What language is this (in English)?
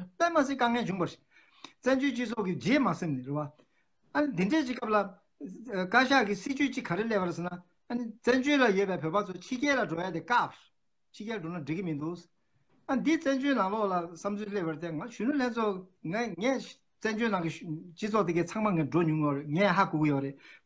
Tibetan